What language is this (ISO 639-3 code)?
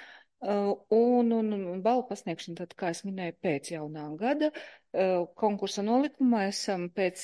lav